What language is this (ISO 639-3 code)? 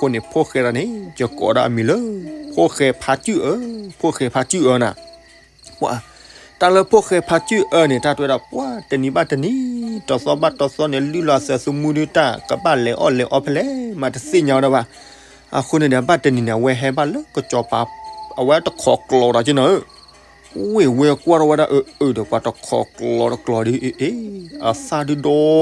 ksw